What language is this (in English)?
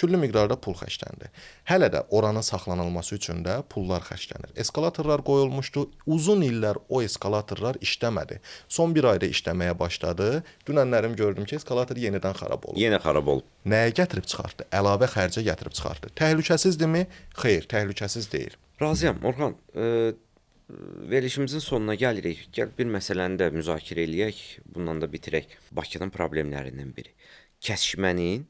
Azerbaijani